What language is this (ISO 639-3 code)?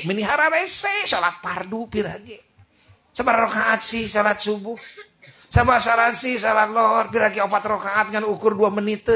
sun